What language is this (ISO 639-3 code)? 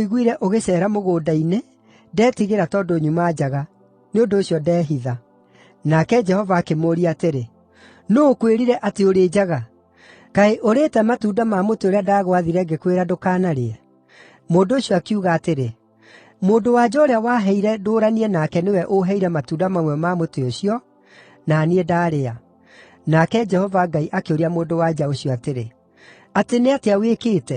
kik